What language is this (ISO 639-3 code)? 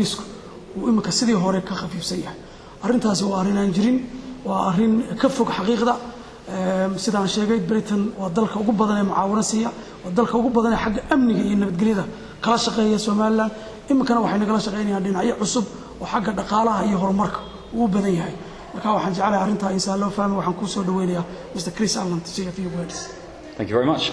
som